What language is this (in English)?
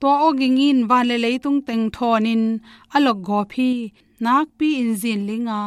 Tedim Chin